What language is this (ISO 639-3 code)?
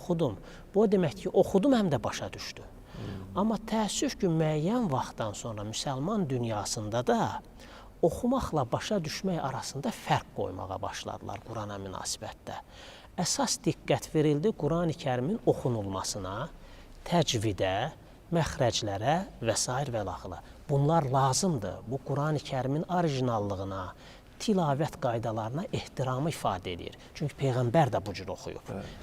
aze